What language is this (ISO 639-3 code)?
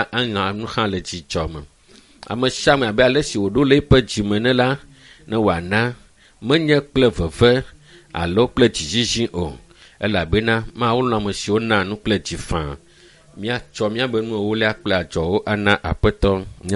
ewe